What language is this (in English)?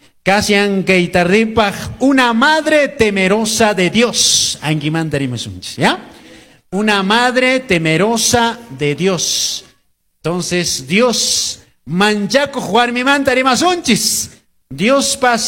Quechua